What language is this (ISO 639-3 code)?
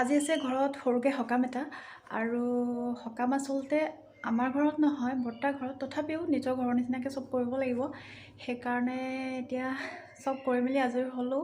asm